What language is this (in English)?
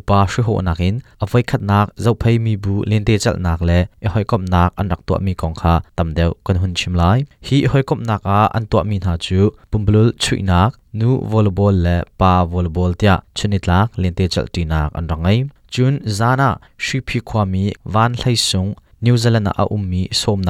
Hakha Chin